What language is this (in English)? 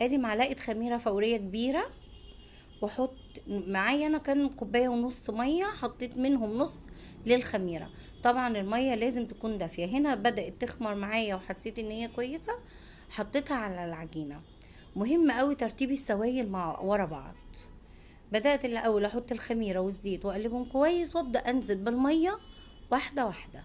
Egyptian Arabic